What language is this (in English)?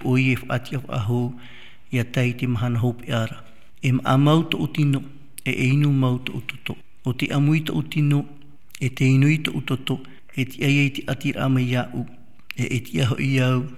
Tahitian